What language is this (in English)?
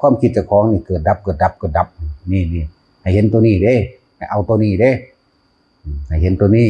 Northeastern Thai